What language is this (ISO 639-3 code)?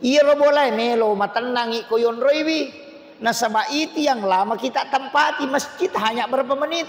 bug